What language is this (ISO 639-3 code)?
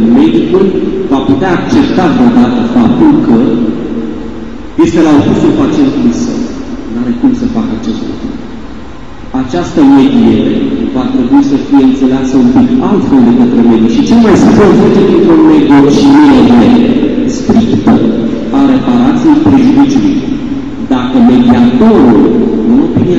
ron